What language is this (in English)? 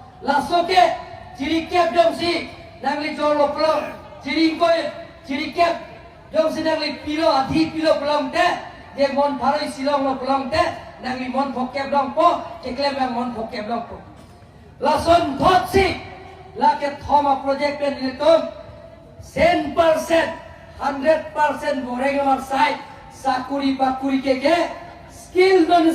Karbi